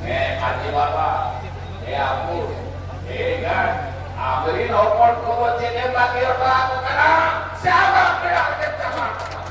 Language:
Santali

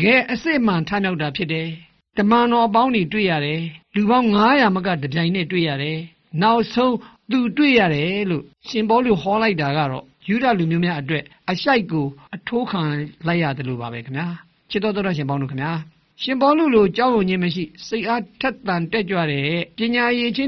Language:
Burmese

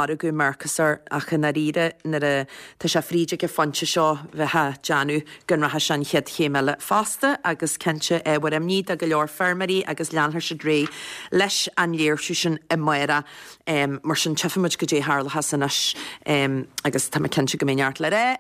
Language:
Irish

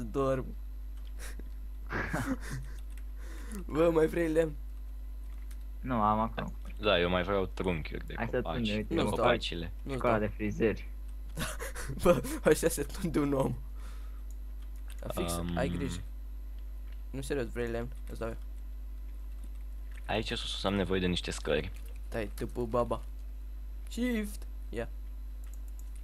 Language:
Romanian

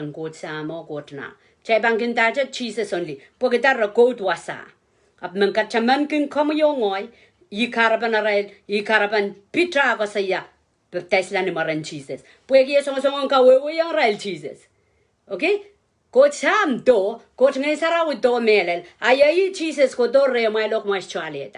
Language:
Pohnpeian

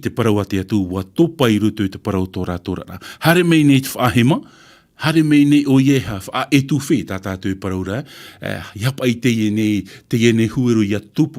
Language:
Tahitian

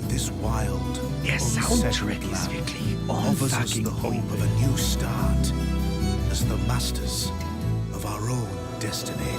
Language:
Bavarian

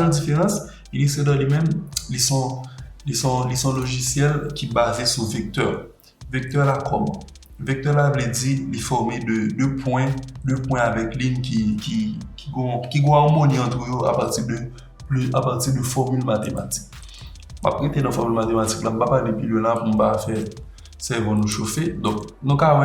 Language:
Haitian Creole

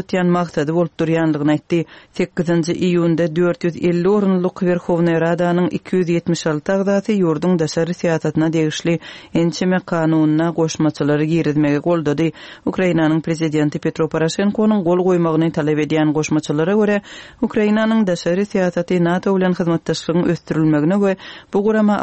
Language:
Kyrgyz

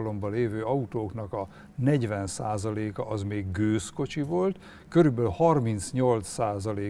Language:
Hungarian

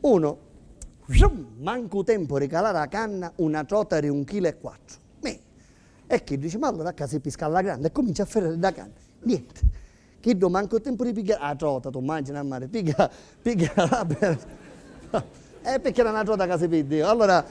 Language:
Sicilian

